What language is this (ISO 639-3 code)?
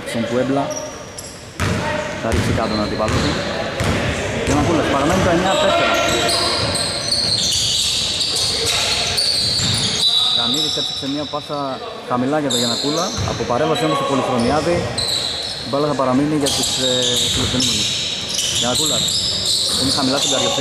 ell